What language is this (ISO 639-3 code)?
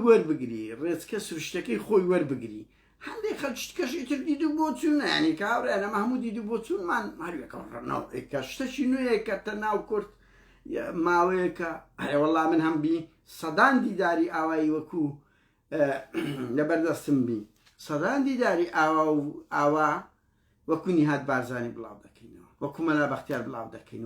ckb